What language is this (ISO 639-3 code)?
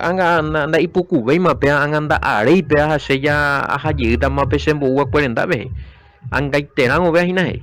grn